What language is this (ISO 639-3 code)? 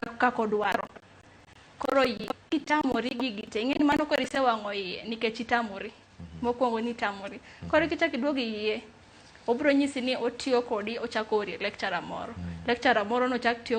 luo